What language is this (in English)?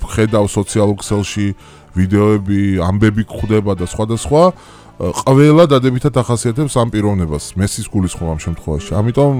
Georgian